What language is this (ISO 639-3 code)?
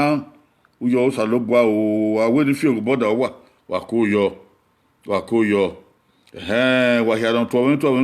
bin